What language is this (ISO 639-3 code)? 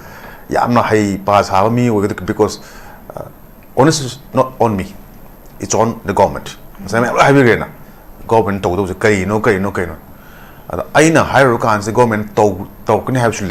mni